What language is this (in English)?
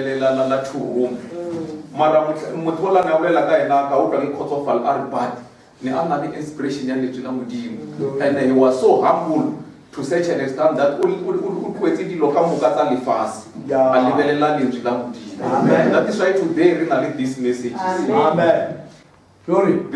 Northern Sotho